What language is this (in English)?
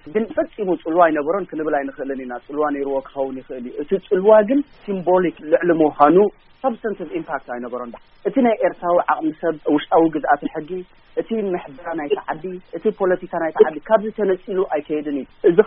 Tigrinya